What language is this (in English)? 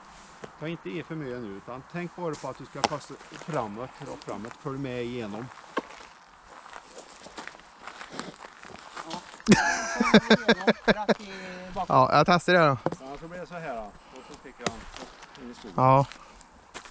Swedish